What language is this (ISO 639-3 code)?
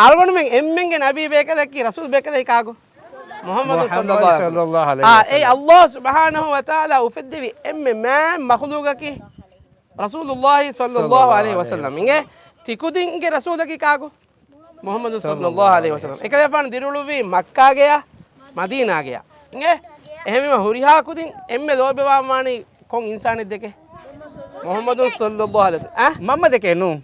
div